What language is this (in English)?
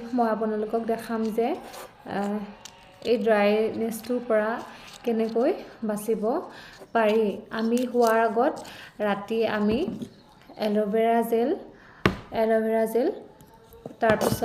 Assamese